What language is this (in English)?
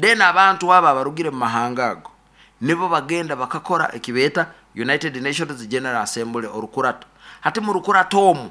Nyoro